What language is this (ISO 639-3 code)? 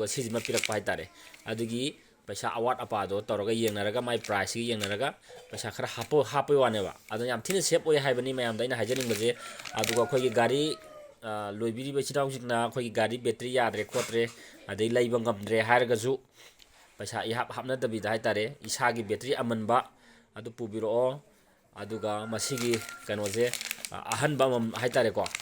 mni